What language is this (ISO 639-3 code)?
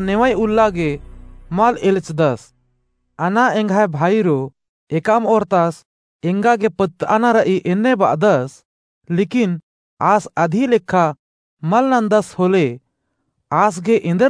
kru